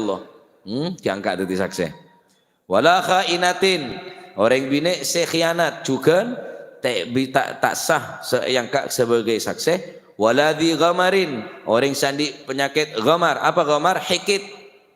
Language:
Madurese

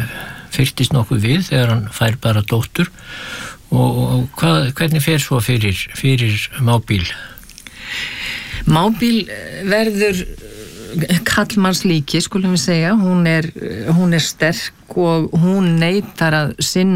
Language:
Icelandic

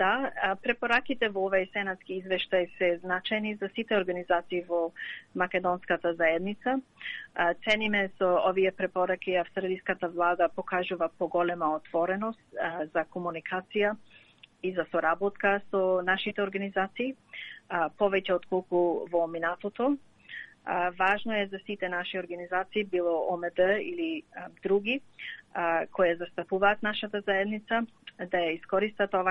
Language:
Macedonian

